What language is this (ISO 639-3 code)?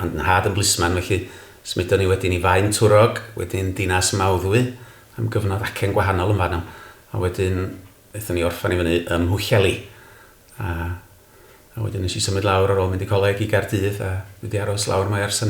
cym